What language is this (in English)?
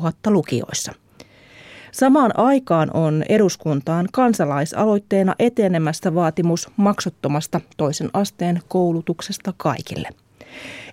Finnish